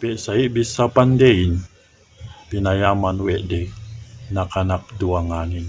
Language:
Yakan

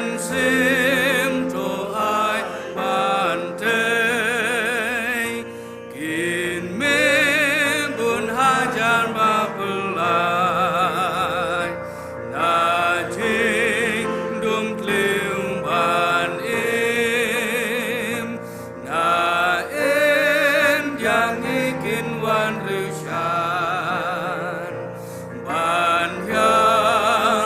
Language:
Khasi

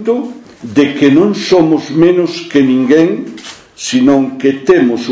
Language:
Galician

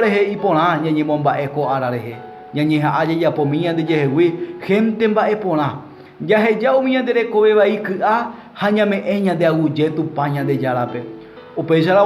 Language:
Guarani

